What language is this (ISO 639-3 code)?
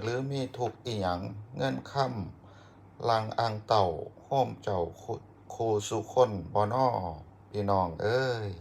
lao